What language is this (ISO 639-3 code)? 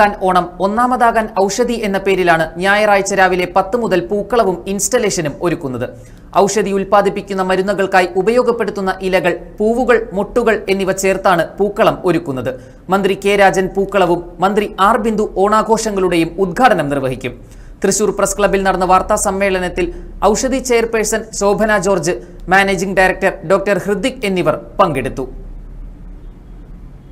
mal